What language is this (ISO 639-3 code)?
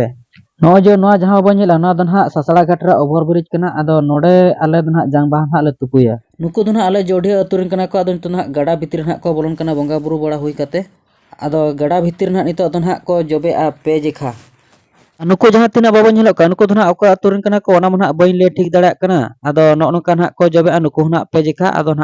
sat